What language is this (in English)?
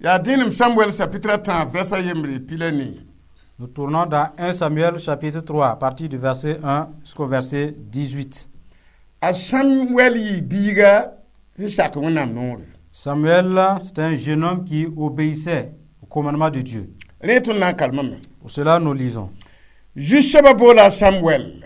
Mossi